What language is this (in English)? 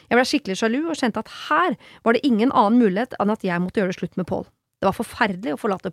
Norwegian